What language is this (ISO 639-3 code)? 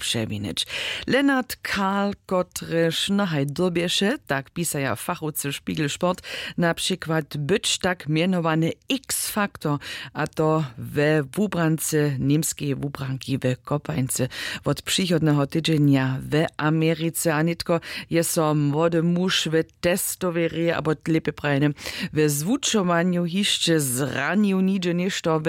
hsb